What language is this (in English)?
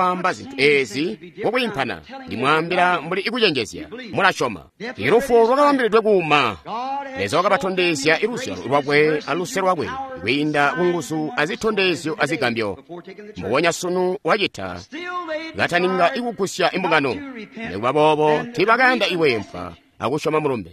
Tonga (Zambia)